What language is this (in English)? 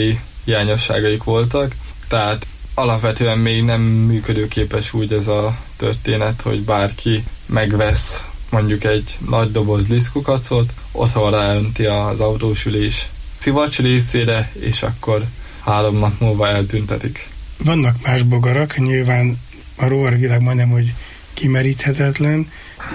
Hungarian